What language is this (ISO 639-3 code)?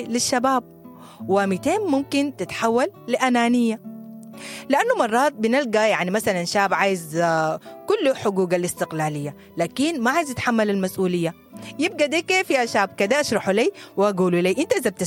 apd